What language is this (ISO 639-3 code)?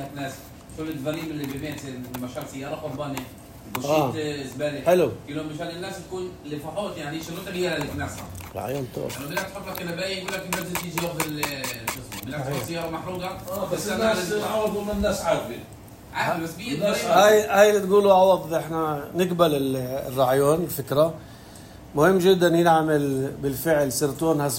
apc